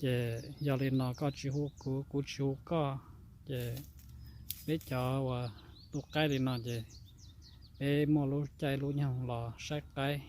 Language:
Hmong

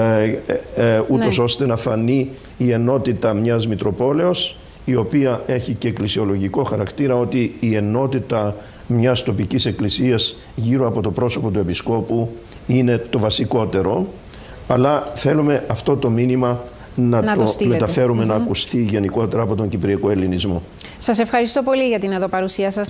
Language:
Greek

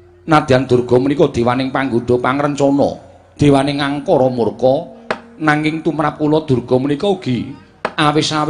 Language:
Javanese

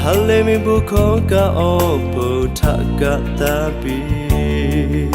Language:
Lahu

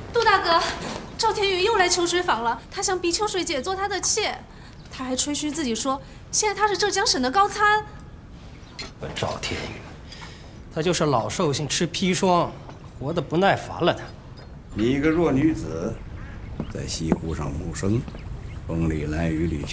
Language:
Chinese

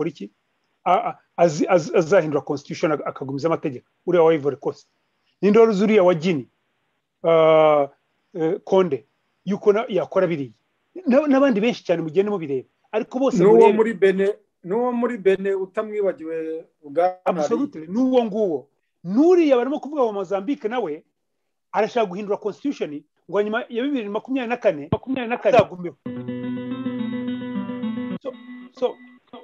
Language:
Kinyarwanda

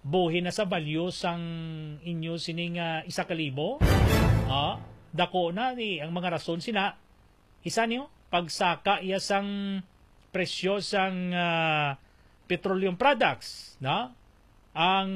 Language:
Hiligaynon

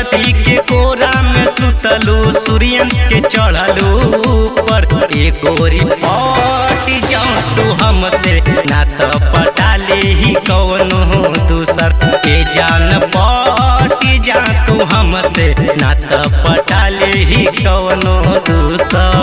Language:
Bhojpuri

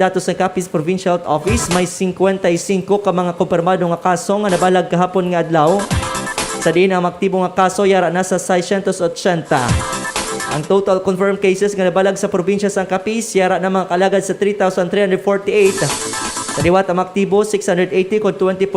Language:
Hiligaynon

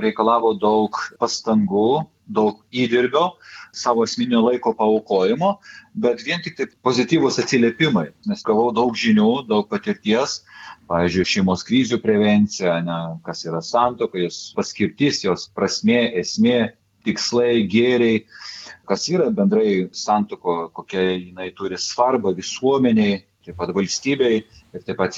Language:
Lithuanian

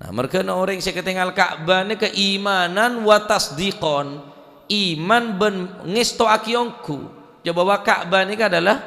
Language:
Madurese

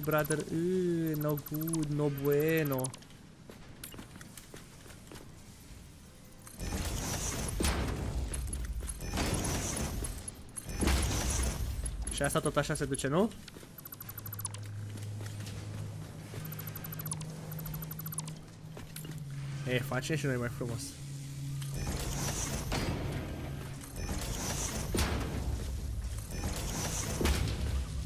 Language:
Romanian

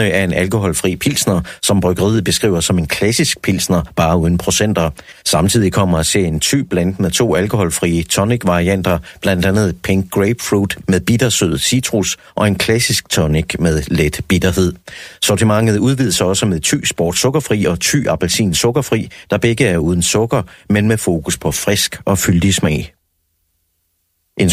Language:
Danish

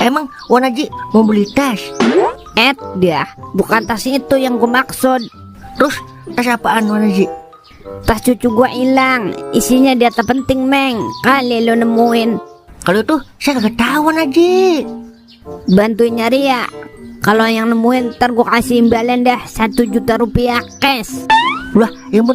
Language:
Betawi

